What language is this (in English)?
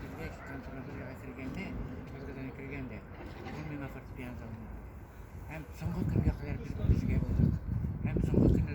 Tatar